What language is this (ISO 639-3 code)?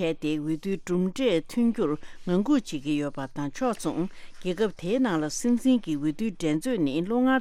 bod